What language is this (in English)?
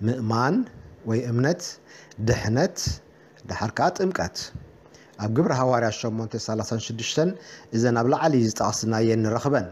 Tigrinya